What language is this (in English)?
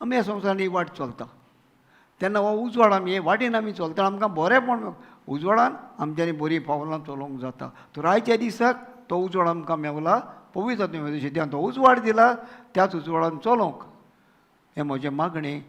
Konkani